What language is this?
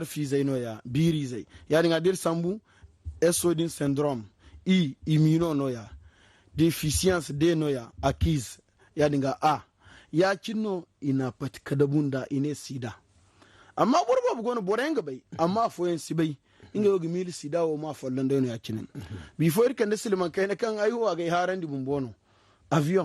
Zarma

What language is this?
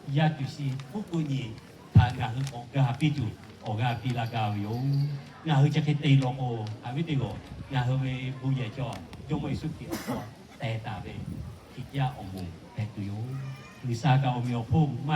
Lahu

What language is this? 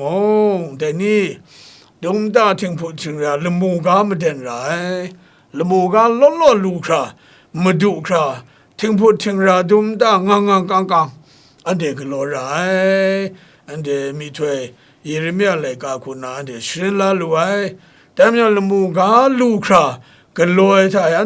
Kachin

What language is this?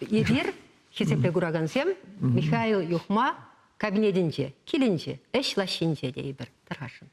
Chuvash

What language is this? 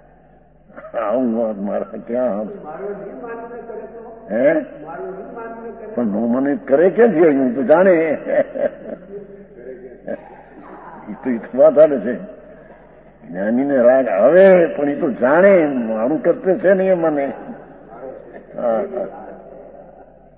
Gujarati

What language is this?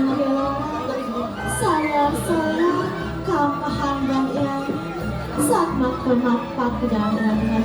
Balinese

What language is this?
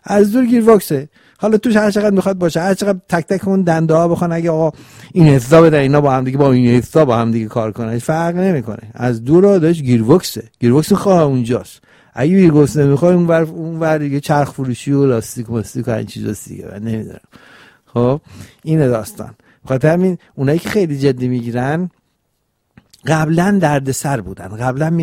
Persian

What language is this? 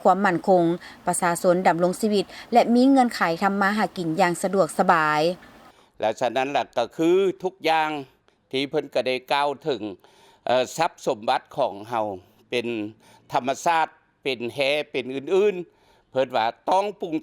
Lao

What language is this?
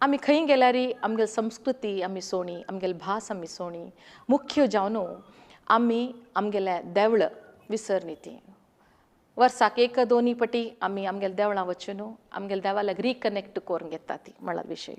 Konkani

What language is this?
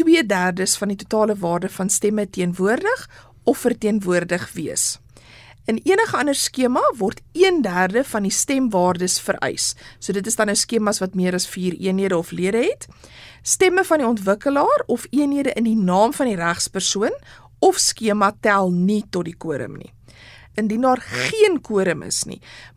Afrikaans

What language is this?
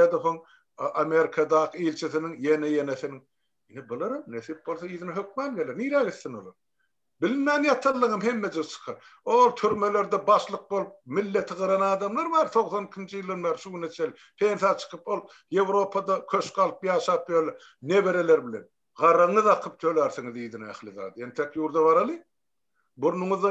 Turkmen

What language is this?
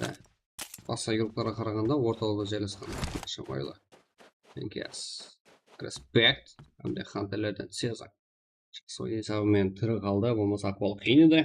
Kara-Kalpak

